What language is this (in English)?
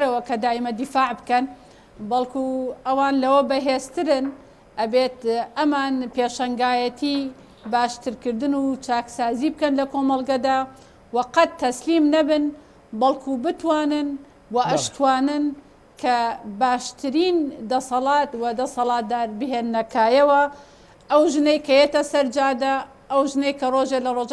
Central Kurdish